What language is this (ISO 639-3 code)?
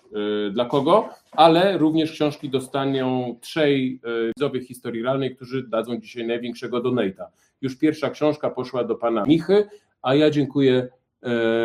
pol